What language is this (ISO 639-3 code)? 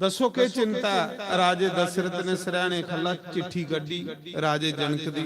doi